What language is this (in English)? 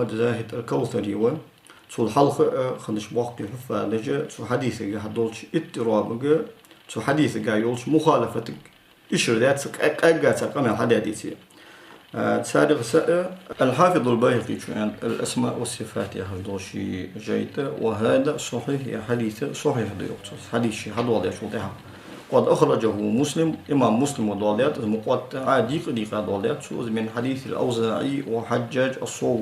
Ingush